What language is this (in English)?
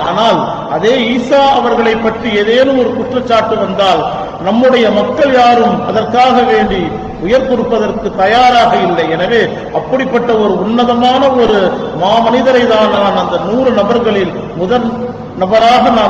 Tamil